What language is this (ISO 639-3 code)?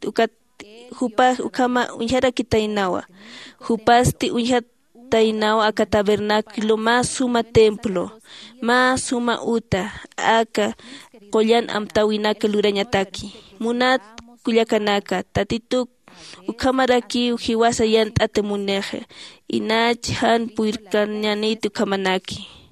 aym